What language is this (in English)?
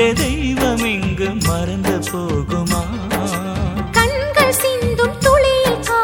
Tamil